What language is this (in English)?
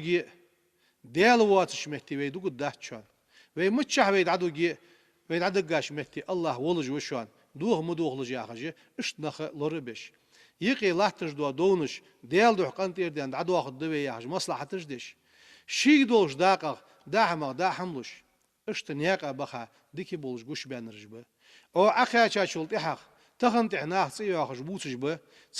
Ingush